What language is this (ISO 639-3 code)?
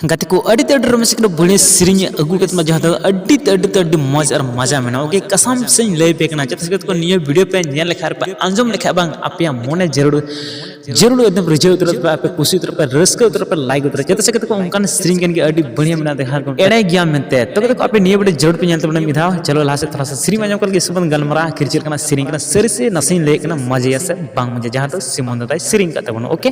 sat